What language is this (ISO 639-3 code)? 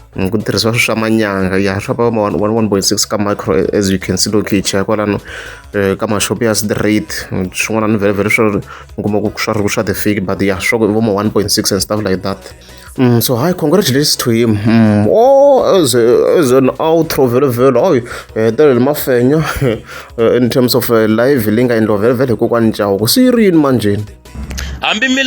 tso